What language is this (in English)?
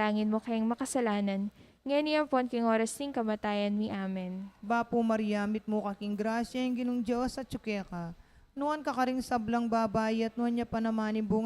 Pampanga